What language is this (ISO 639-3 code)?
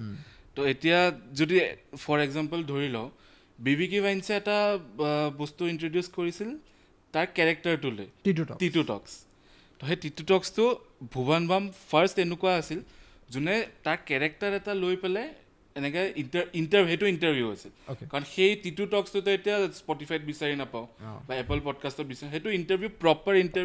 asm